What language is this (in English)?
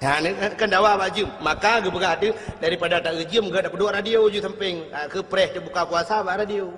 Achinese